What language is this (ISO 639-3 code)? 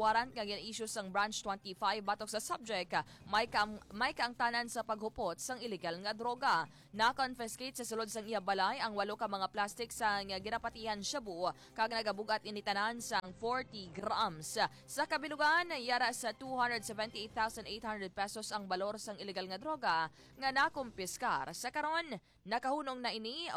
hil